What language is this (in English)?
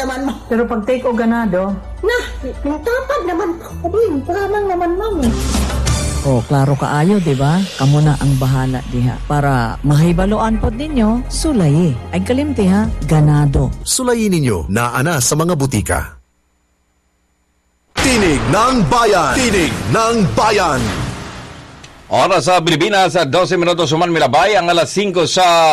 Cebuano